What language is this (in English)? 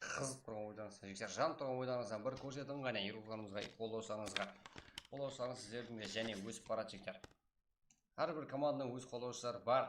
Kara-Kalpak